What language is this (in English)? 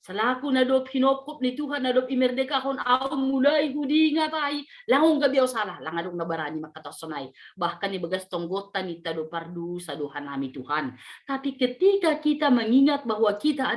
Batak Simalungun